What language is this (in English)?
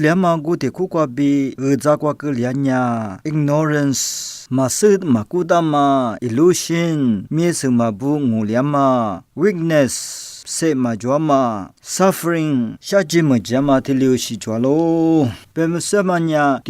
Lisu